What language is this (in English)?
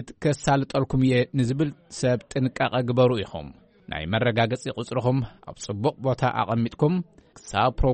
Tigrinya